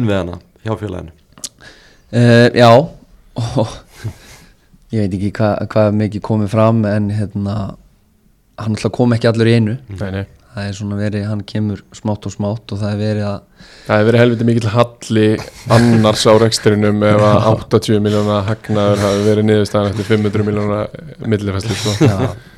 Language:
Icelandic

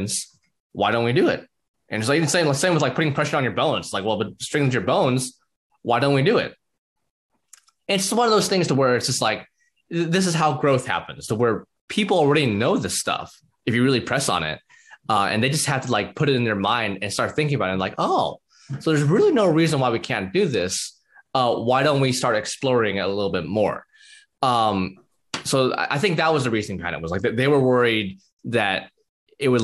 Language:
English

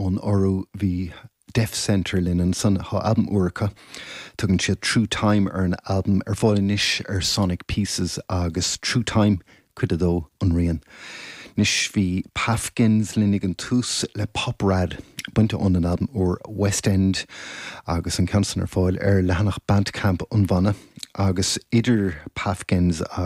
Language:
Irish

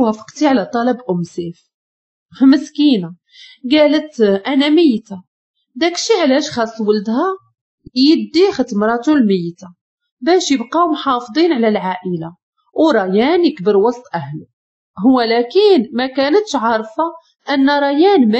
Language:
Moroccan Arabic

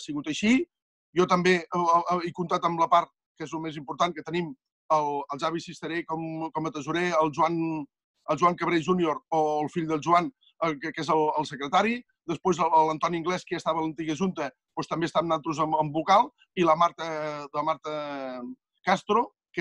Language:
Catalan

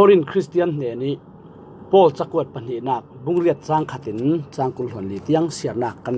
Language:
Falam Chin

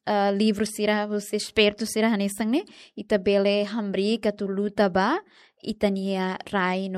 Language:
Tetum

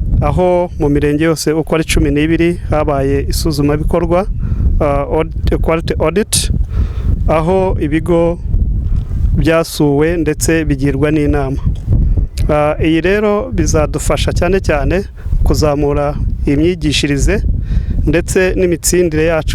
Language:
Kinyarwanda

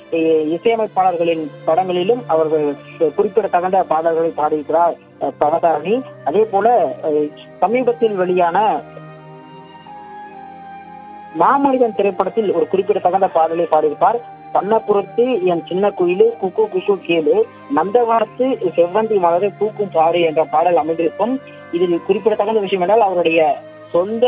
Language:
Tamil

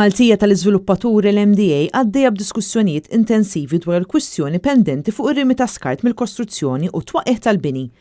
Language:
Maltese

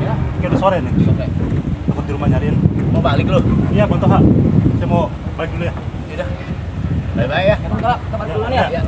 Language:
Betawi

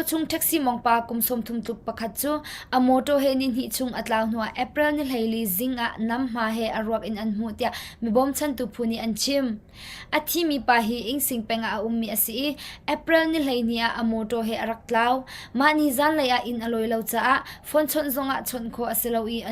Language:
Hakha Chin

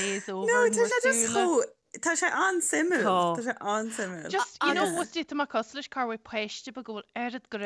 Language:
Irish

